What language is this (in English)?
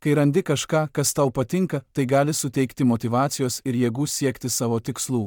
Lithuanian